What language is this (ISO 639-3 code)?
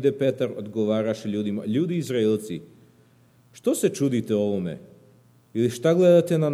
srp